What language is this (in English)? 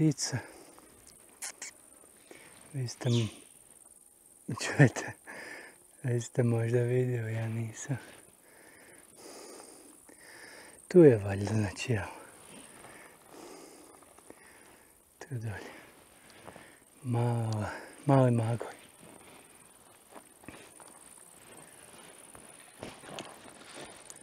Croatian